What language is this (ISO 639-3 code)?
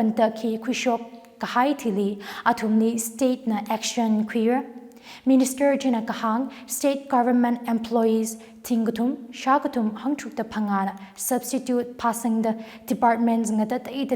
nmf